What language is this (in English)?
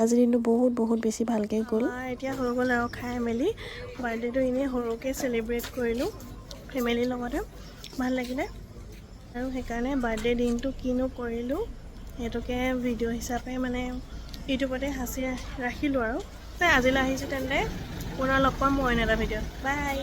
Assamese